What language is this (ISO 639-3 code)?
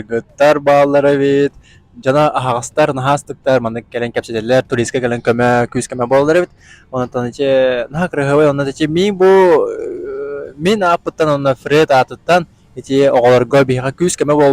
sah